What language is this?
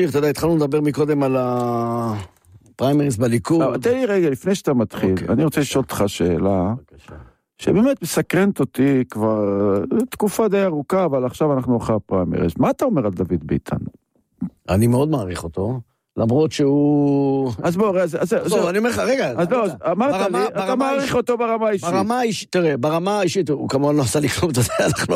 Hebrew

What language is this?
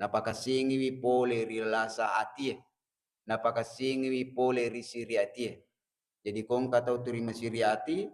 Buginese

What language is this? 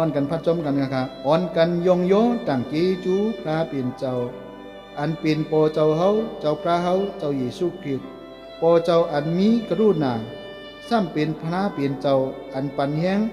Shan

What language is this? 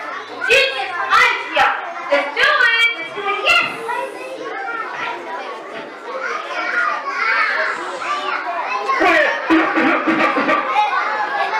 English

